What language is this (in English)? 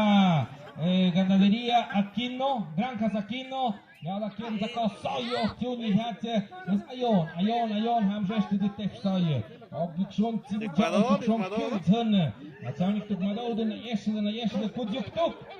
Tlahuitoltepec Mixe